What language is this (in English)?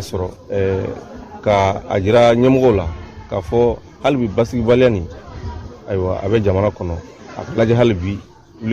Bambara